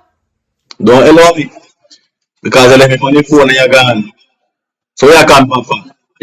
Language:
Jamaican Creole English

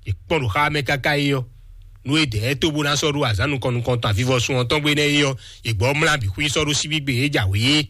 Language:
Fon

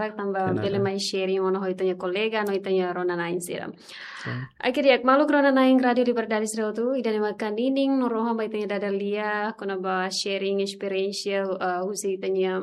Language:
Tetum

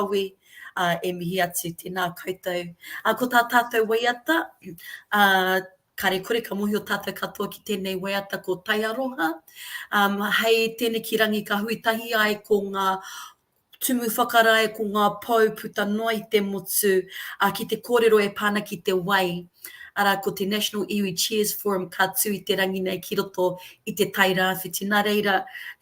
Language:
Māori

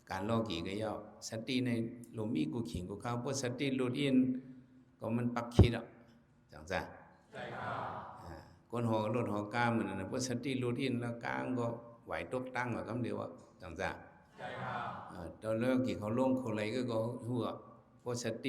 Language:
Shan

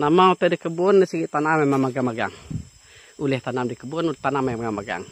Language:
Iban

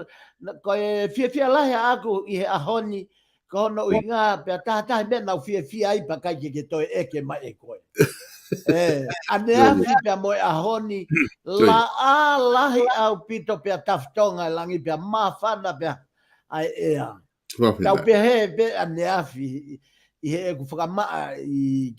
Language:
Tongan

